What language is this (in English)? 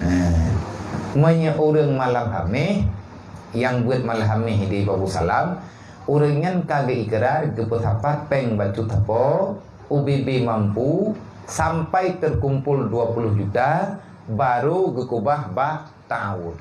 Achinese